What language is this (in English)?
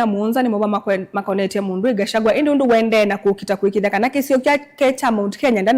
Kamba